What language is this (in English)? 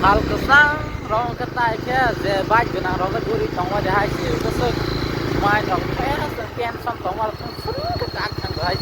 Kok Borok